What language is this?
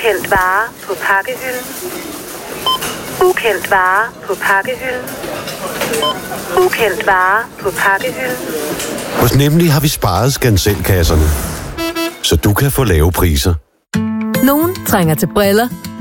Danish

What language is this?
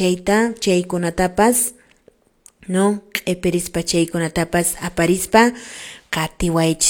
Quechua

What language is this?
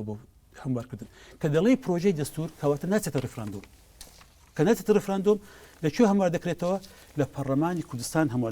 Central Kurdish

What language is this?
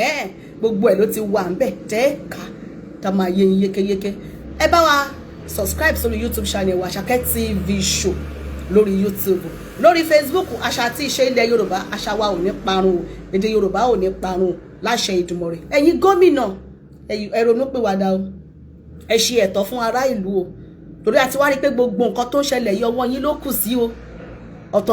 Yoruba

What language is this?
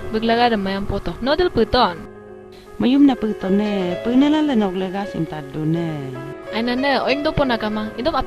Adi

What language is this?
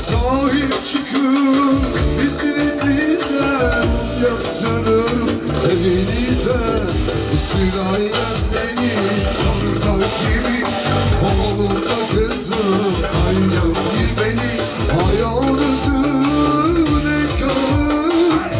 Turkish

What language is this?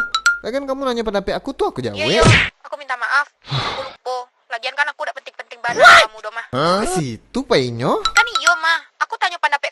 Minangkabau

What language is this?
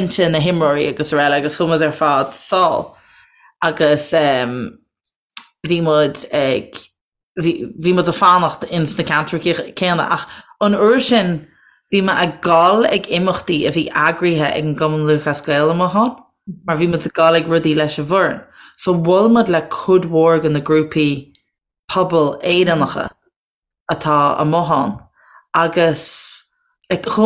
Irish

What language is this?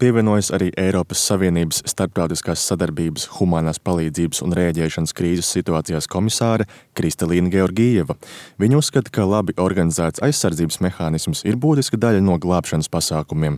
Latvian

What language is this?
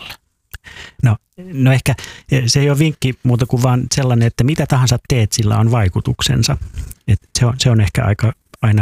Finnish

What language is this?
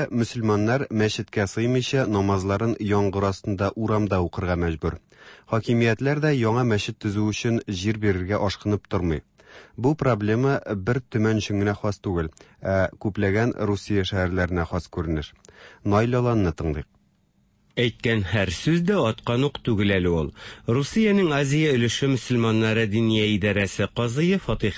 Tatar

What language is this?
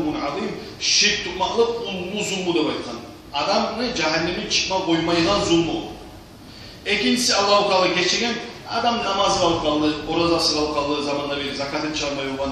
Kumyk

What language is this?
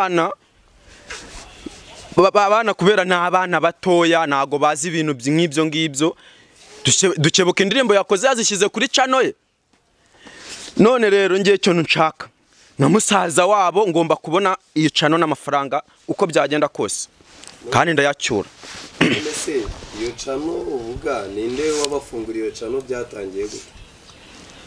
Kinyarwanda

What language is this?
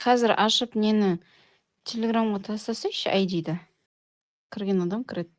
Kara-Kalpak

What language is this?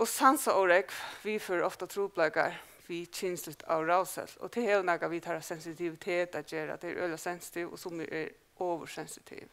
Faroese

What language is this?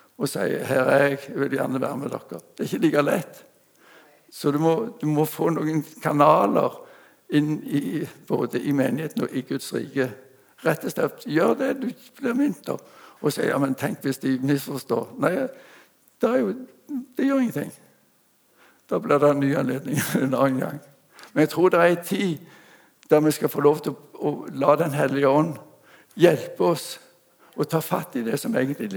Norwegian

